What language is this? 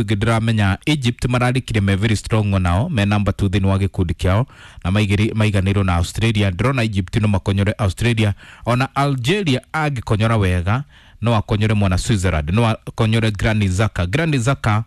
Kikuyu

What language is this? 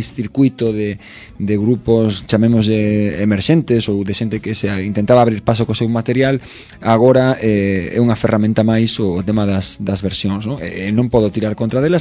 Galician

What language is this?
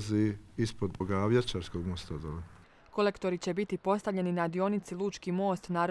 Croatian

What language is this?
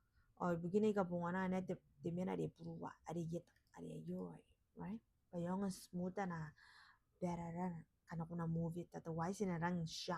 Gilbertese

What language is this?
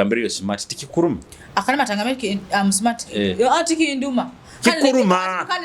Nyoro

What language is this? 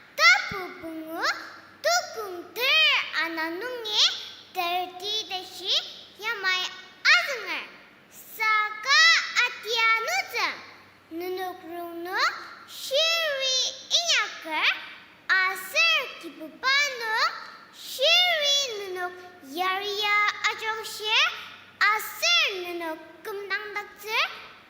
Ao Naga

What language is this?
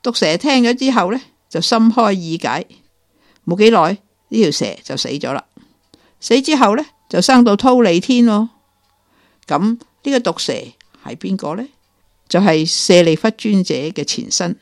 Cantonese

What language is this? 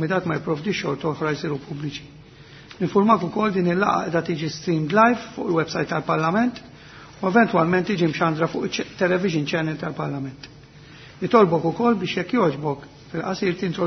Maltese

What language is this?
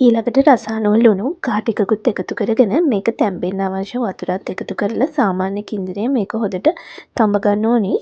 Sinhala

